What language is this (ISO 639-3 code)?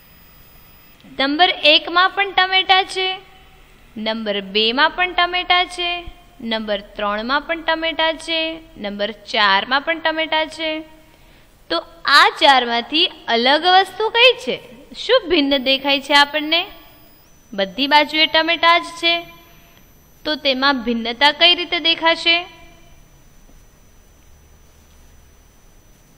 guj